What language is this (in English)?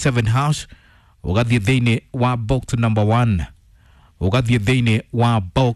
Kikuyu